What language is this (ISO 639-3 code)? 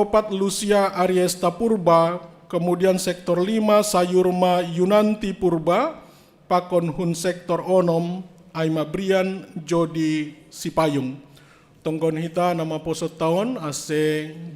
bts